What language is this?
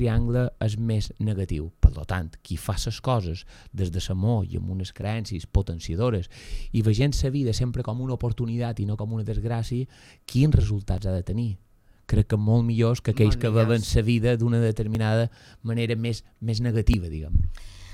Catalan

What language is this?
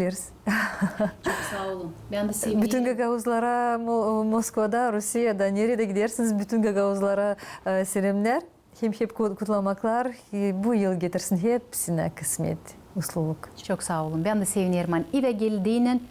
Gagauz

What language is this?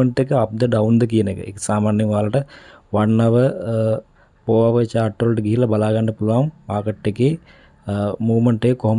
Sinhala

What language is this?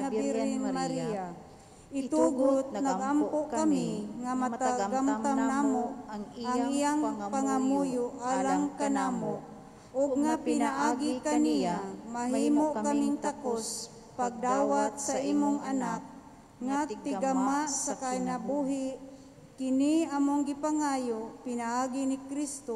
Cebuano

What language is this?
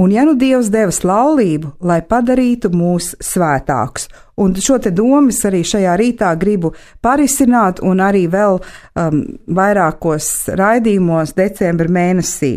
Latvian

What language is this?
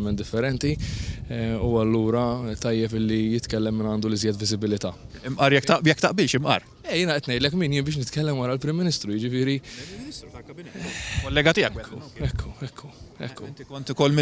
Maltese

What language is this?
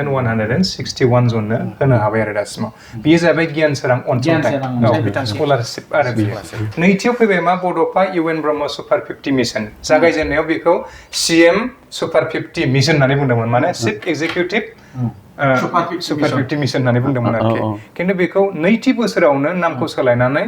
Bodo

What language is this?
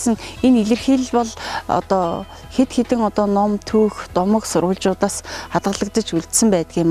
Mongolian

